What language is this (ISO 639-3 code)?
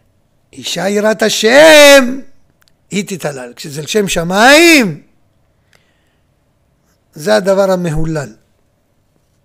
heb